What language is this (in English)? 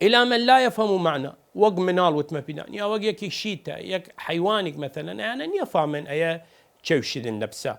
Southern Kurdish